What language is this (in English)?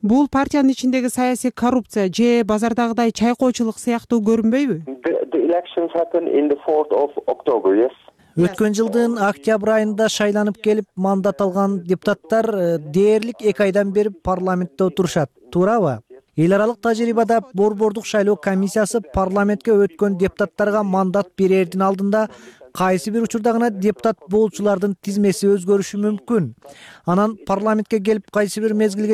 Kyrgyz